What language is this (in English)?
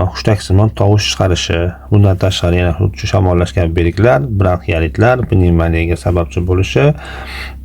Uzbek